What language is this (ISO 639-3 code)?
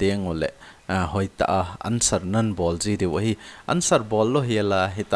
tcz